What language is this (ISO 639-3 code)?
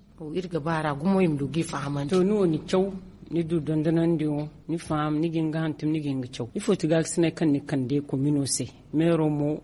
dje